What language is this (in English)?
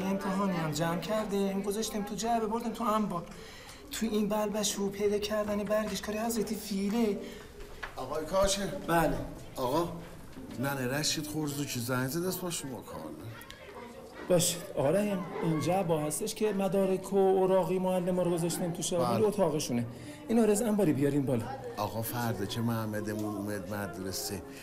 Persian